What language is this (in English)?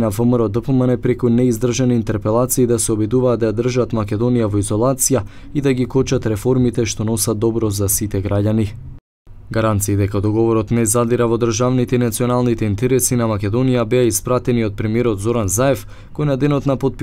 Macedonian